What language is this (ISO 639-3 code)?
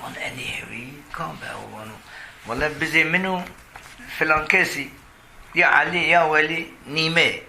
zza